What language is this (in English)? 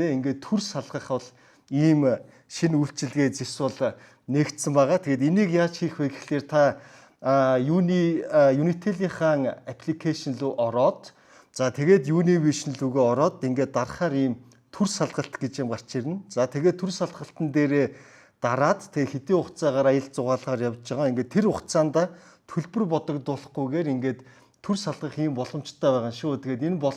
Mongolian